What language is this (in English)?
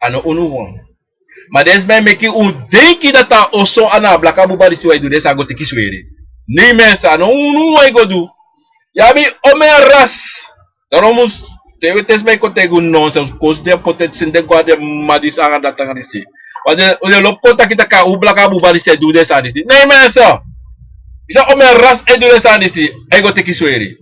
Sranan Tongo